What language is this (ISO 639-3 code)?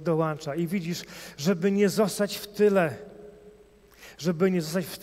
pol